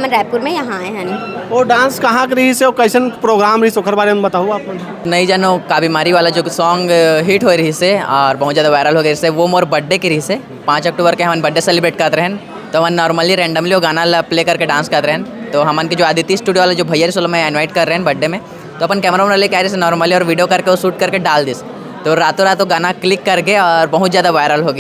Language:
Chhattisgarhi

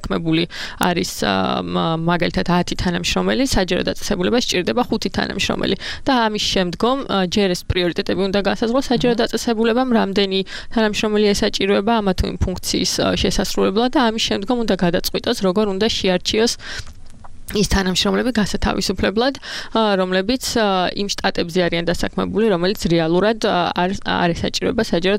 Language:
Georgian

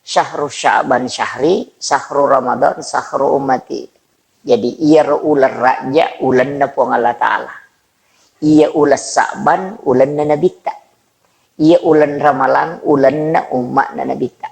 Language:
Buginese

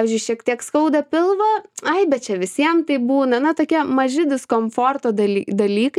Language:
Lithuanian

